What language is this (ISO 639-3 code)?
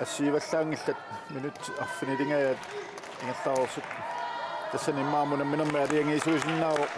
kal